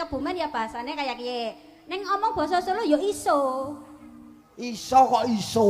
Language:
Javanese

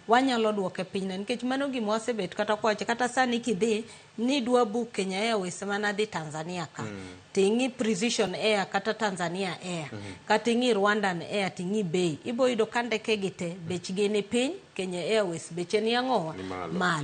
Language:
Luo (Kenya and Tanzania)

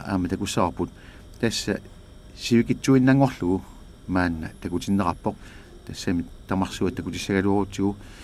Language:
Kalaallisut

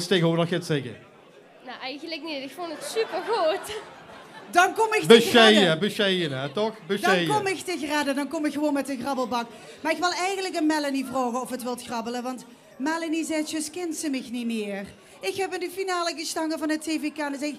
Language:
Limburgish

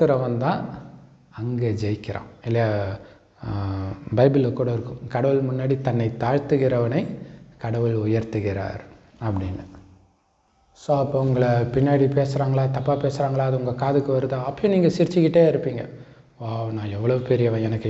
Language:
Tamil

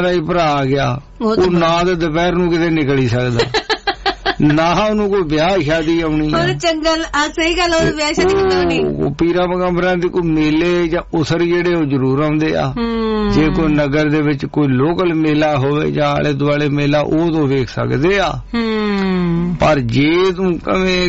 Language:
Punjabi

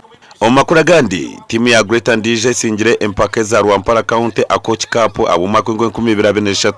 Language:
Nyankole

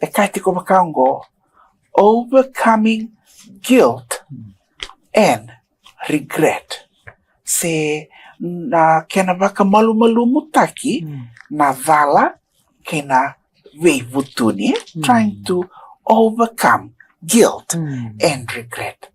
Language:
Fijian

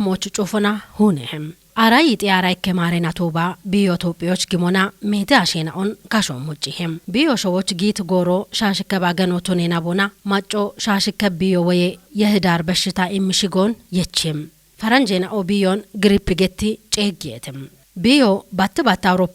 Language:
Kafa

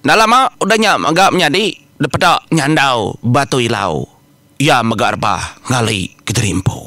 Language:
Iban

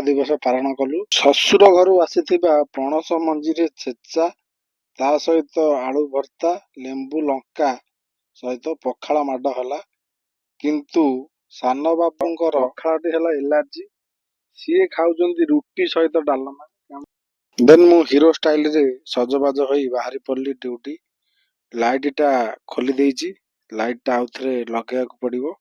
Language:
Odia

